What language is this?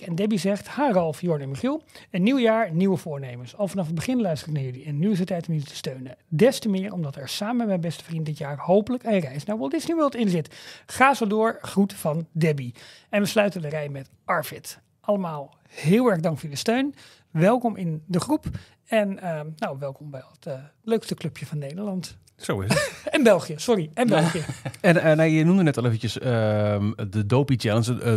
Dutch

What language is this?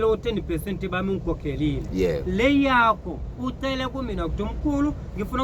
Zulu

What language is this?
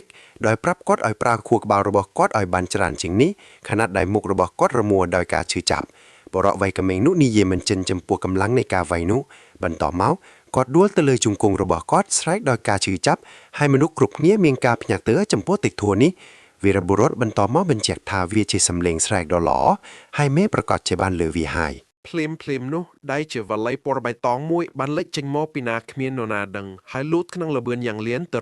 Khmer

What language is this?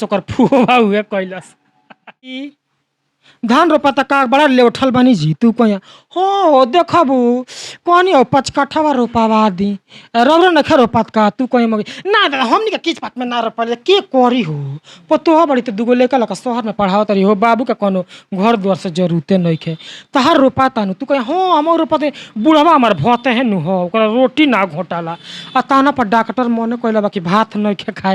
Bhojpuri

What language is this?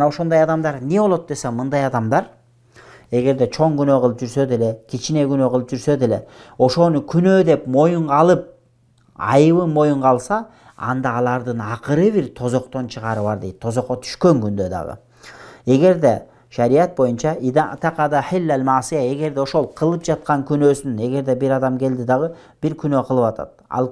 Kyrgyz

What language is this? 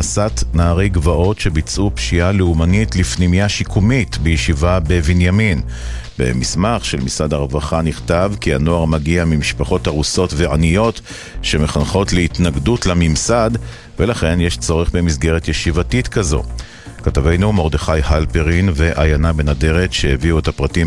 Hebrew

